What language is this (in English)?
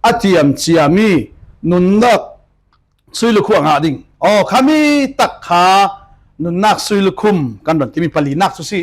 Falam Chin